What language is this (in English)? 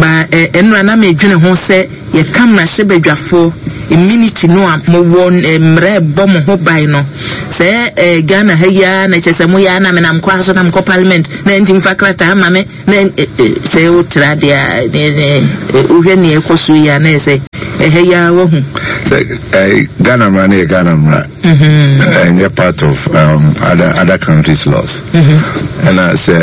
Akan